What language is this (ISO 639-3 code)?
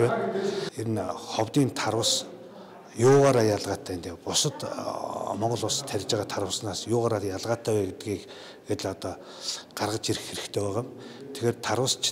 mon